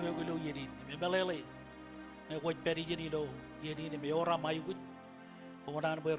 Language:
Marshallese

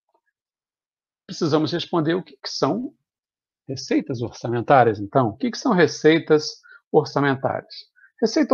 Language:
Portuguese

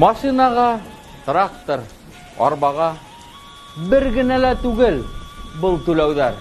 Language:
Bashkir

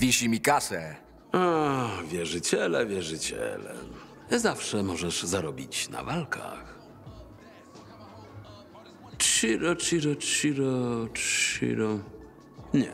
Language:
Polish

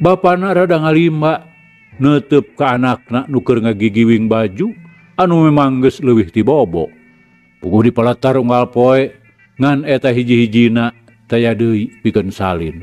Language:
Sundanese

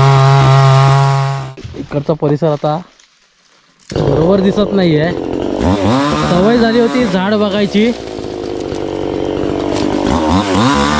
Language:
Marathi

